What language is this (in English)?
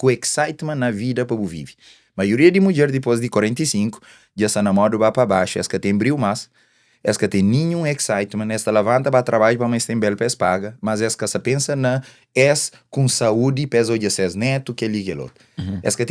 Kabuverdianu